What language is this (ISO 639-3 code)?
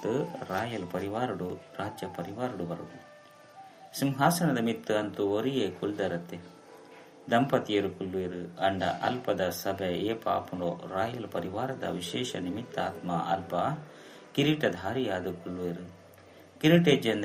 tcy